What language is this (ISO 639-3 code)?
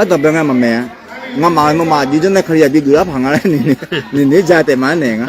ahk